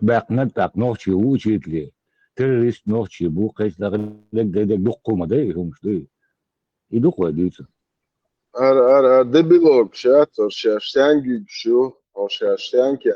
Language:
Chechen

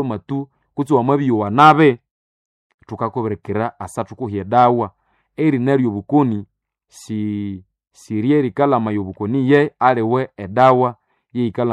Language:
Nande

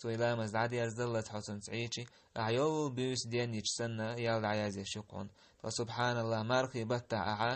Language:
Chechen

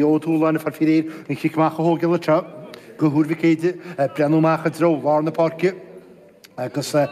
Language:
Irish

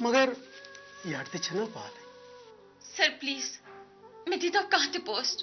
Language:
Kashmiri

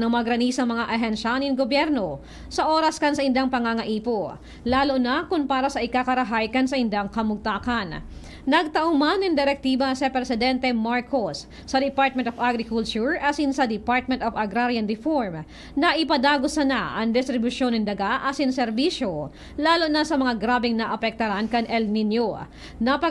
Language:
Bikol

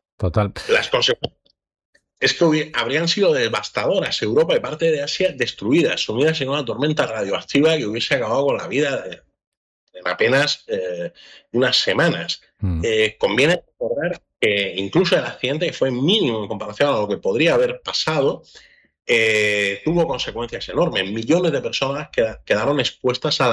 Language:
Spanish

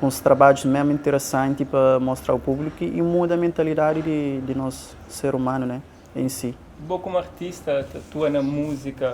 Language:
Kabuverdianu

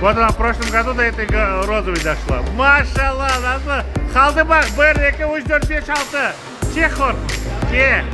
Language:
Crimean Tatar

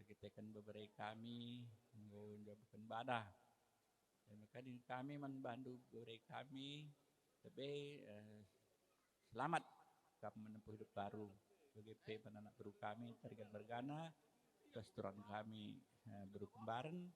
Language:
Batak Karo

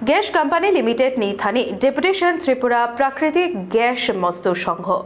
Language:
Kok Borok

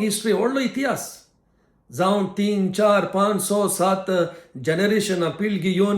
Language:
Konkani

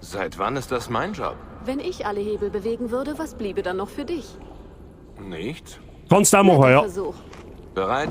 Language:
Bavarian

